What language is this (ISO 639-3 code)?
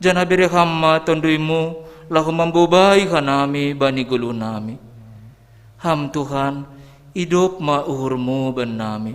bts